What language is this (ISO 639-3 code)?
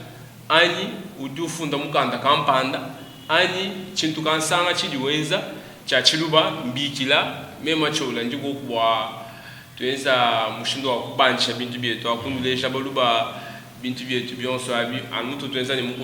lua